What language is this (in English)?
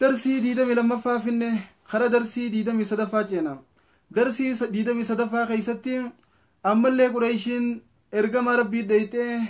Oromo